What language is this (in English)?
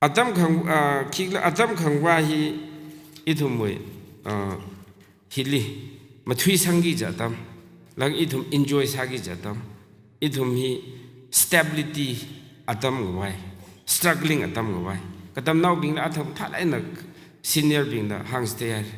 Tangkhul Naga (India)